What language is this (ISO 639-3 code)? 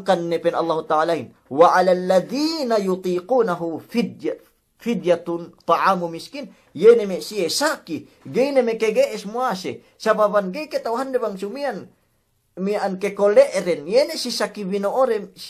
yka